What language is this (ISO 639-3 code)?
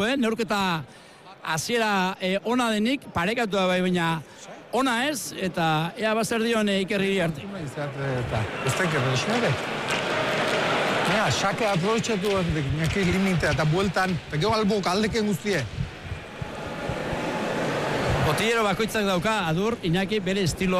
eus